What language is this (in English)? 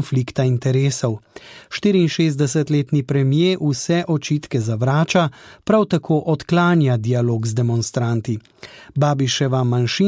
Slovenian